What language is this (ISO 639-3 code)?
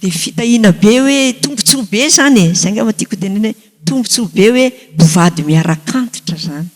mlg